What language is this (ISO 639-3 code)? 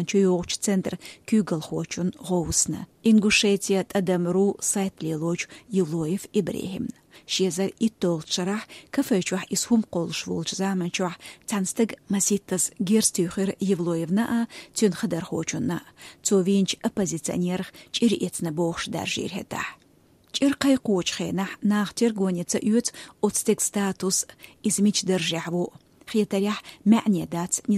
che